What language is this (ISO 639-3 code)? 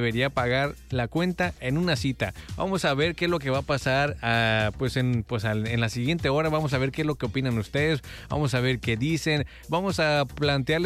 spa